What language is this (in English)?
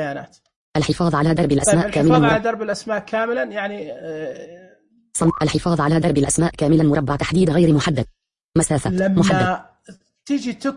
Najdi Arabic